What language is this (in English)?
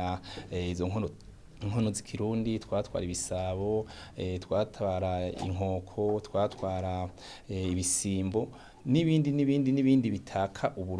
Rundi